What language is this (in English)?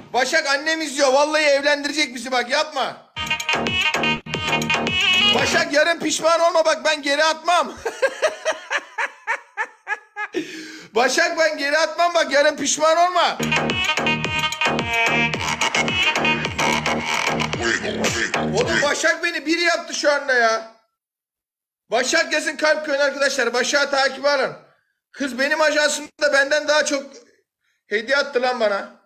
Turkish